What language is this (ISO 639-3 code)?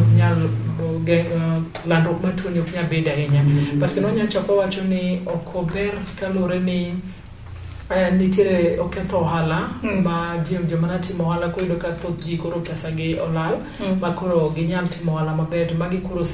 luo